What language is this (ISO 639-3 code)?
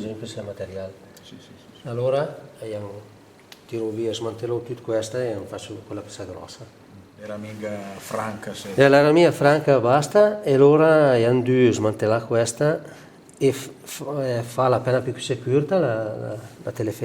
lmo